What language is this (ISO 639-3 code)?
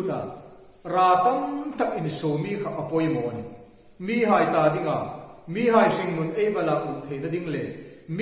hmr